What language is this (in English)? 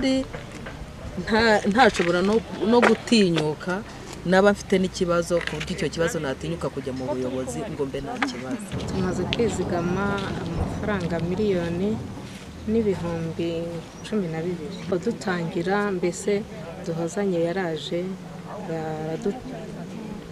Kinyarwanda